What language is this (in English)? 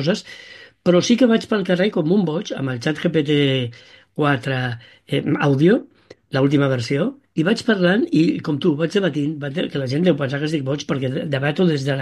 Catalan